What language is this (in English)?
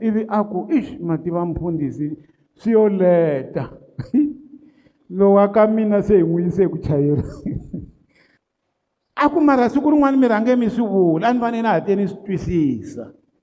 Tsonga